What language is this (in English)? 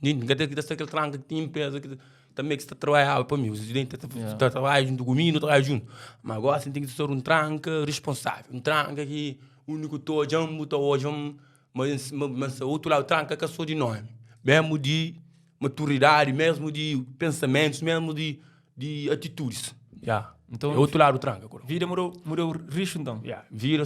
Kabuverdianu